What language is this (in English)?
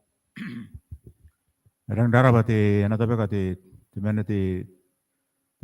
Gilbertese